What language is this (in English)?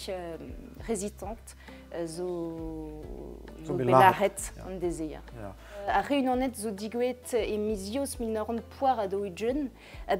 Breton